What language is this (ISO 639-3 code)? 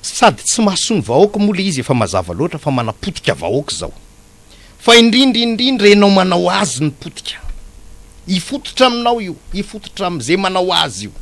mlg